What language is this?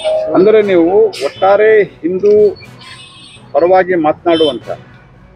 Kannada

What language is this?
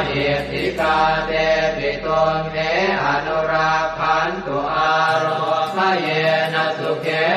Pali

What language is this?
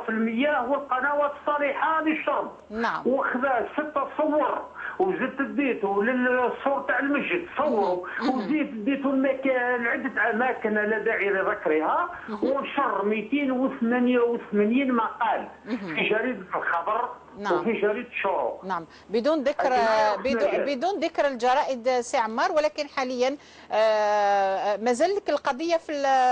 Algerian Arabic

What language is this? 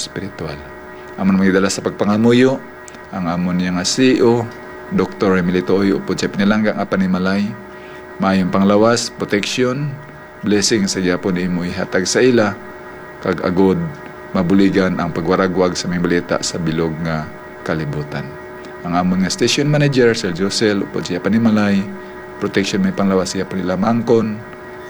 Hiligaynon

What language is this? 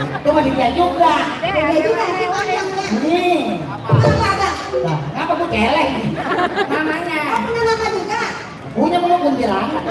Betawi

